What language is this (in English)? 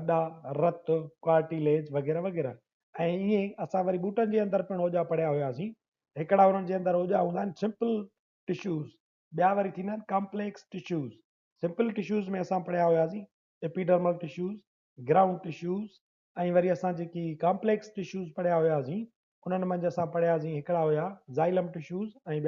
Sindhi